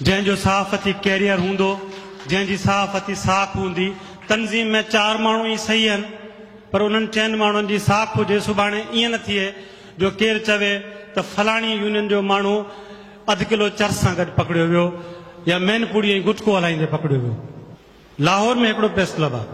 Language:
Sindhi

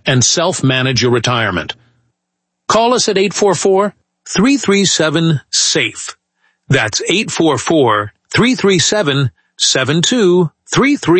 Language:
English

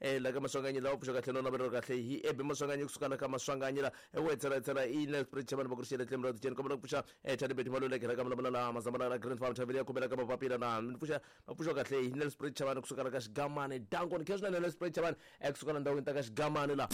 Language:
Tsonga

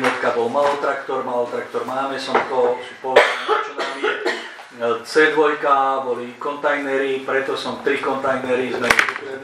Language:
Slovak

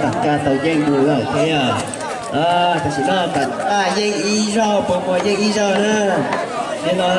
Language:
Hmong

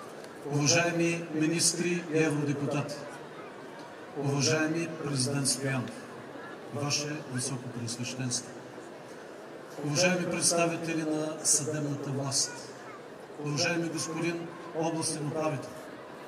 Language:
Bulgarian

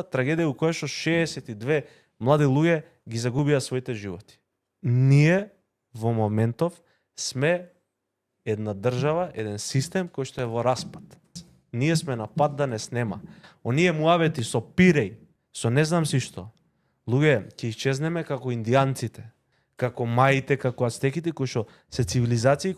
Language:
Macedonian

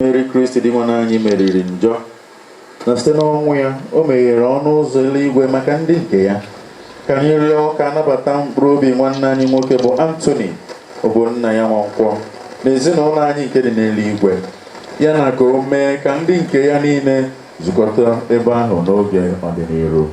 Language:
Igbo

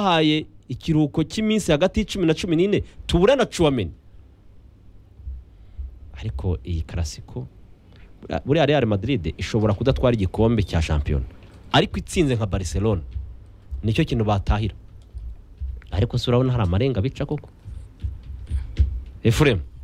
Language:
Kinyarwanda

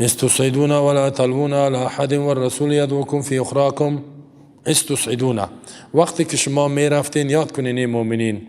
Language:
Tajik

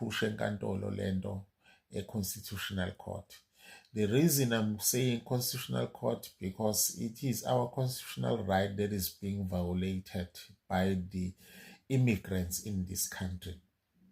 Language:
Zulu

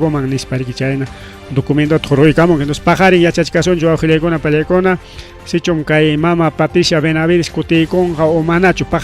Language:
Ayacucho Quechua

